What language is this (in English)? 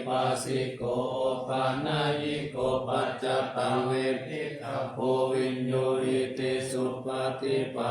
Pali